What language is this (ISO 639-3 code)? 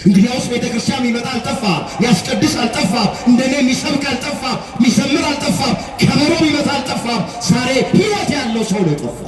amh